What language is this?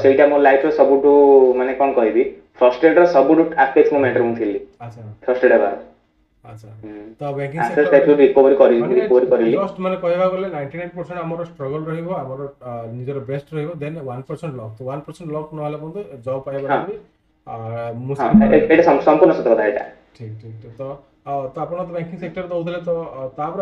Odia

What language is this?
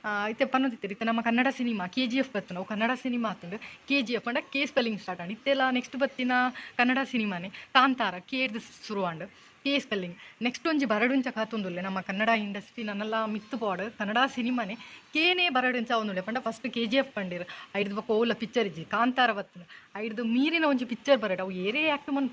Tulu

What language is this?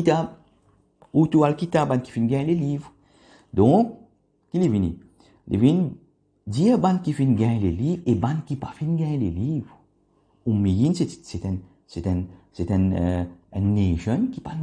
Morisyen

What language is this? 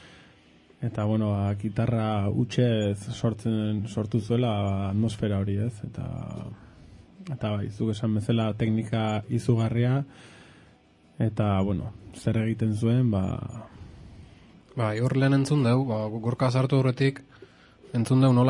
Basque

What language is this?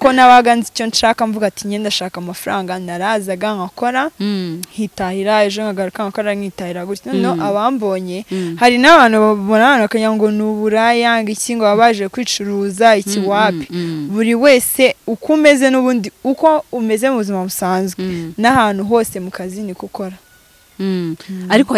Kinyarwanda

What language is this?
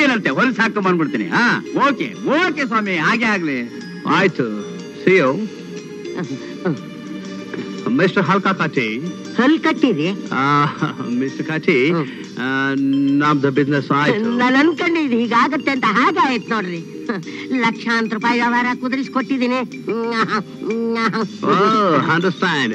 Kannada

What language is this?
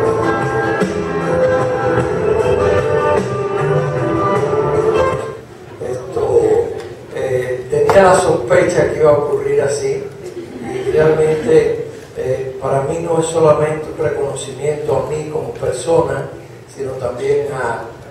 Spanish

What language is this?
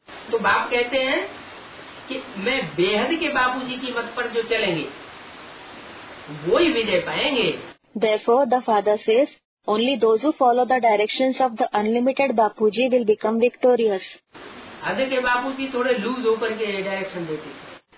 Hindi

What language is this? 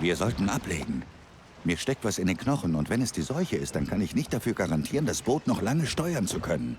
Bavarian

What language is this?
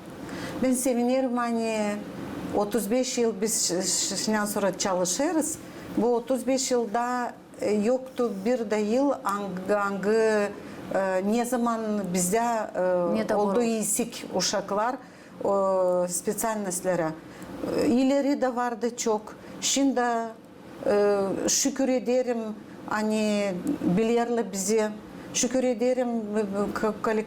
Gagauz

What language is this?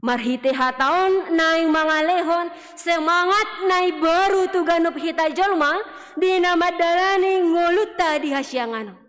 Batak Toba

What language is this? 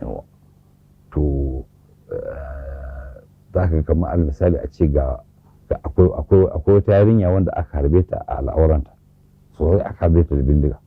Hausa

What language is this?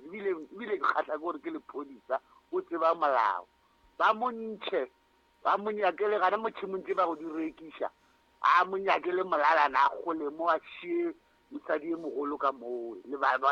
Northern Sotho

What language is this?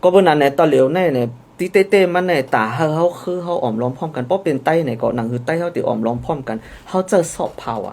Shan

